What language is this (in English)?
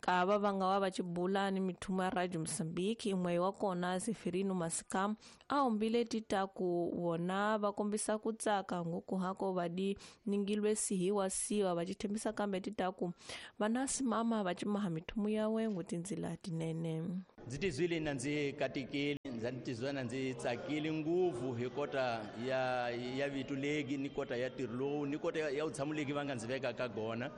Tsonga